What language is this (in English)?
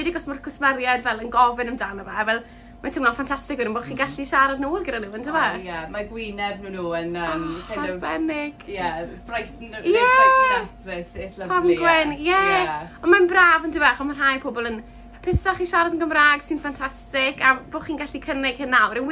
Welsh